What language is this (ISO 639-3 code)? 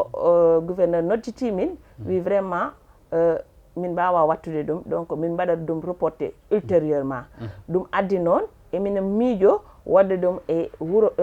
ful